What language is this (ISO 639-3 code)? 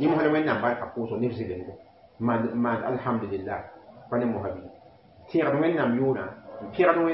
mos